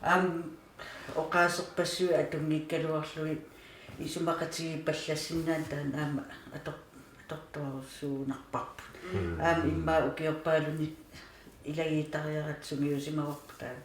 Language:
Kalaallisut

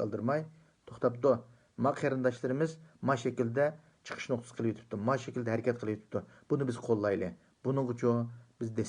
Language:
Uyghur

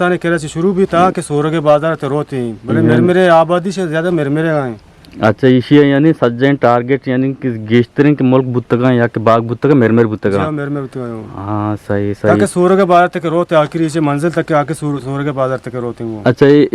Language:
Eastern Balochi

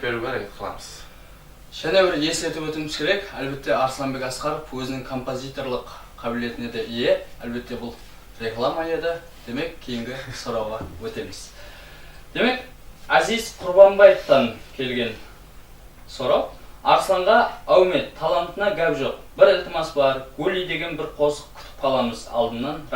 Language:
Kara-Kalpak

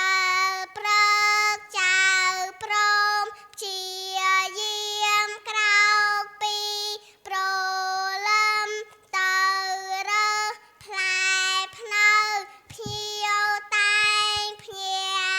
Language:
Khmer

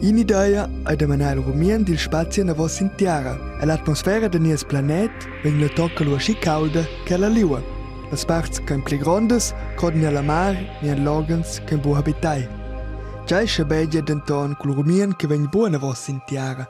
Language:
Romansh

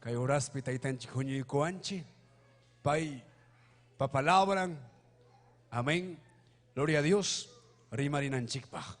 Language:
Ayacucho Quechua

